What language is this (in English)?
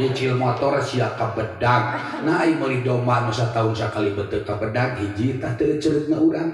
Sundanese